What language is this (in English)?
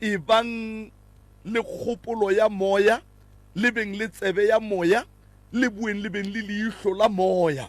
Northern Sotho